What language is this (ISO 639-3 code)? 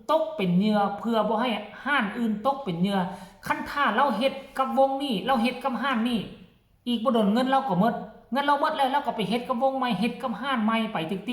lao